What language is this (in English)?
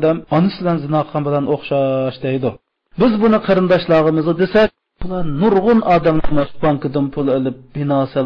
Uyghur